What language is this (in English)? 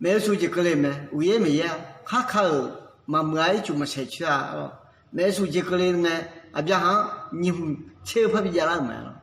Akha